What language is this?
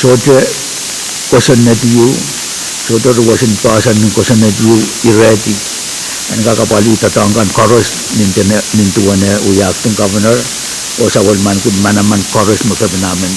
Pohnpeian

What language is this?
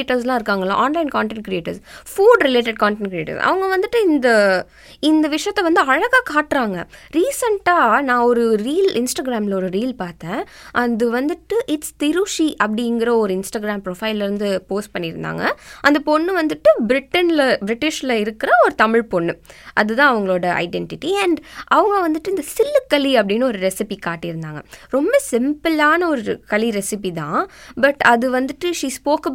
Tamil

